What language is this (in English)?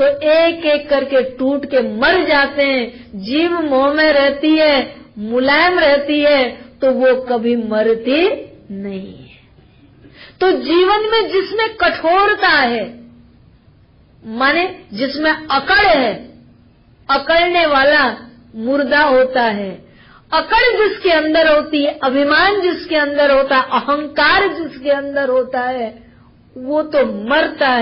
Hindi